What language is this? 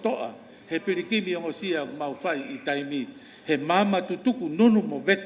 Tongan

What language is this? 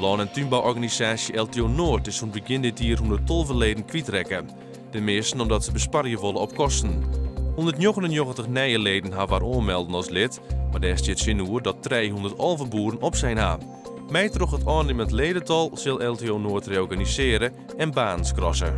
Western Frisian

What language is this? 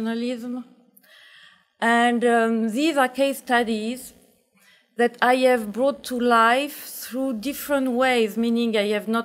English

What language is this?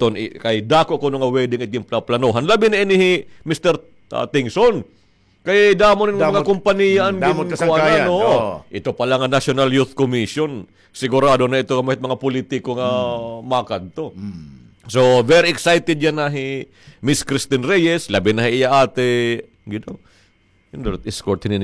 Waray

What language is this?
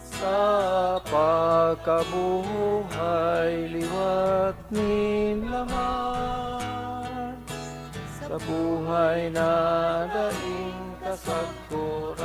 Bikol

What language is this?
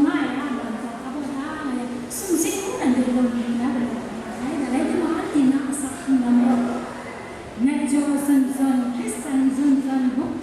Kachin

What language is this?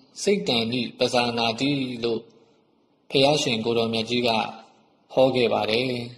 Burmese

